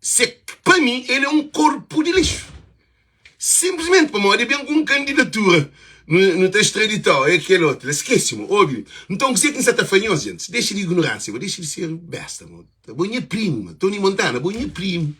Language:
Kabuverdianu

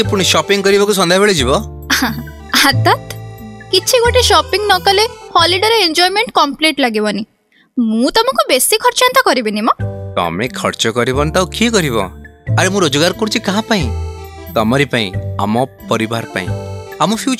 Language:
Odia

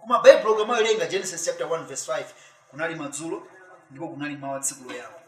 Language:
Nyanja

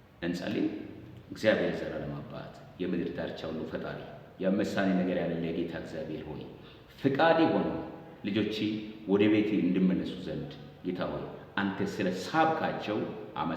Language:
Amharic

